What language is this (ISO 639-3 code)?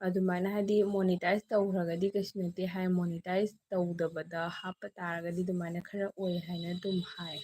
mni